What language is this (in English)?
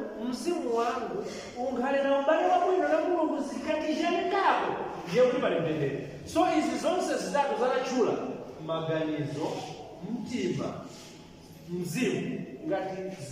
Nyanja